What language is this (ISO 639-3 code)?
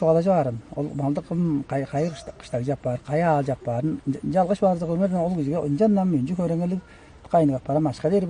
tyv